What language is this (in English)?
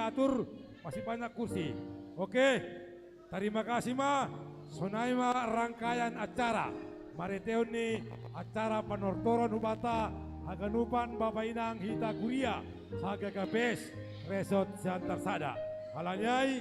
Batak Simalungun